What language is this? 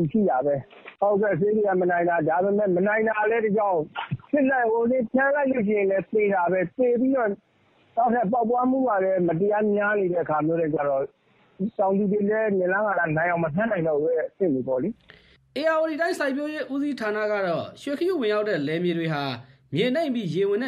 Burmese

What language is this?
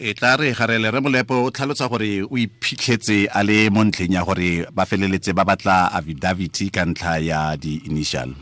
Tswana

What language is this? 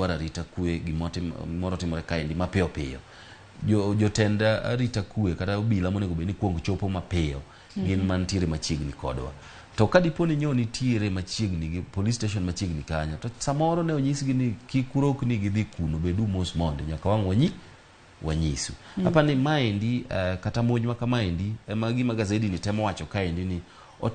Luo (Kenya and Tanzania)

